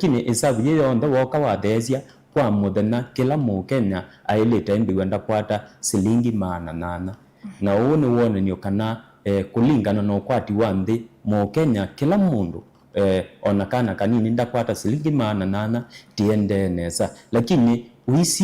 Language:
Kamba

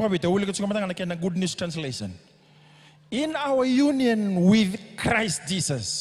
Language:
Fijian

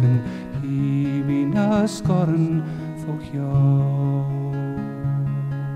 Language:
Slovak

